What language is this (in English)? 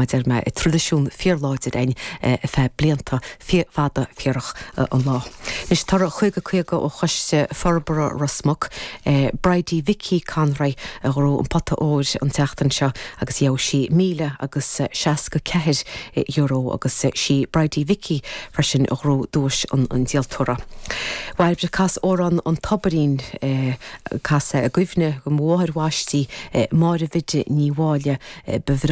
Irish